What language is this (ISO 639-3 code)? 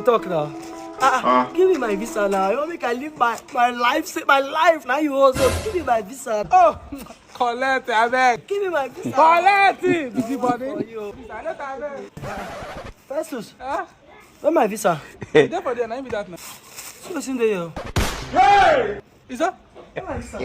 pcm